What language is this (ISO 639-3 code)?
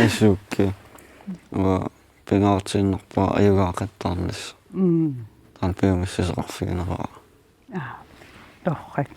kal